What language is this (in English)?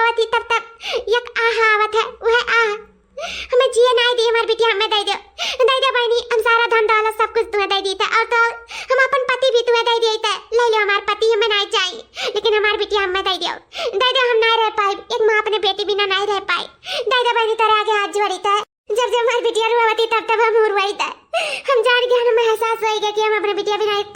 Awadhi